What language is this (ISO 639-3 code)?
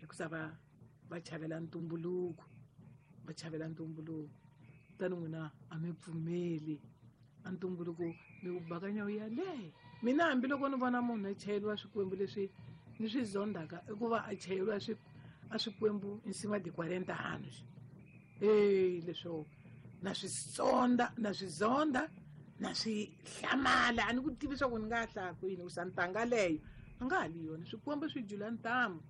tso